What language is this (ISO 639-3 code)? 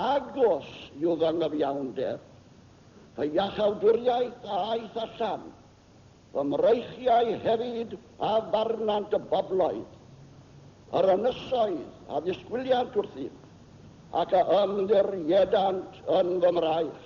cym